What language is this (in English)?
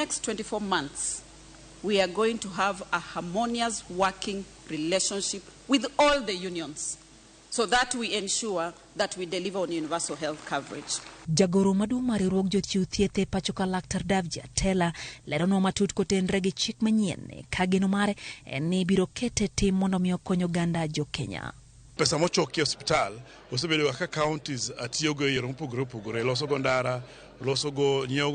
Luo (Kenya and Tanzania)